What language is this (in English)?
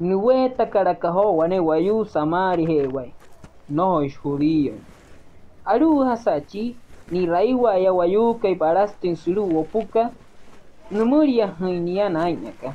Wayuu